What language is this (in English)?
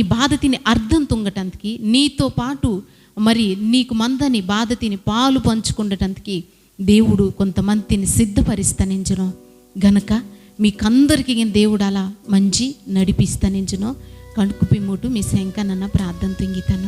Koya